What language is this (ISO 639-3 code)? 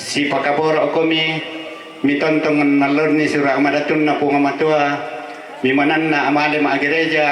sda